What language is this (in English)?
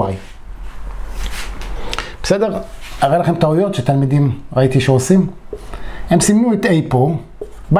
Hebrew